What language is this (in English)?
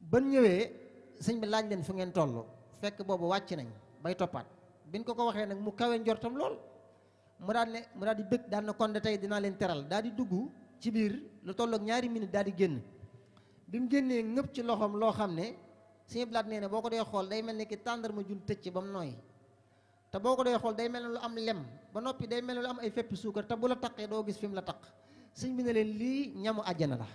Wolof